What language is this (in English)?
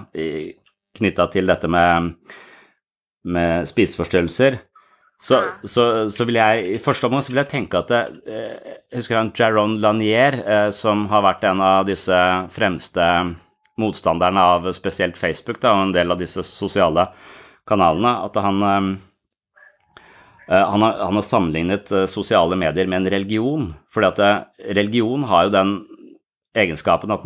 Norwegian